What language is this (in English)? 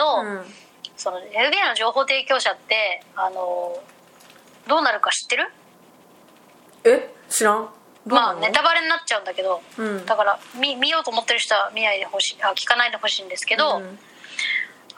Japanese